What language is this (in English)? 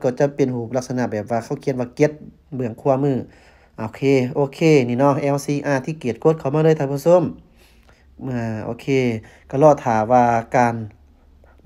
Lao